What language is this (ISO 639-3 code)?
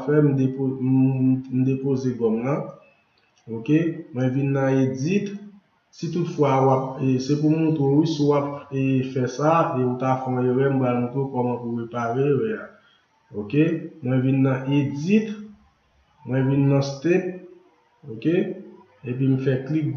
hat